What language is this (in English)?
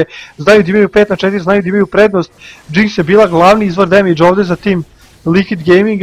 Serbian